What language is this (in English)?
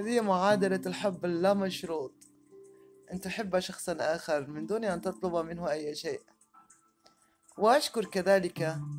Arabic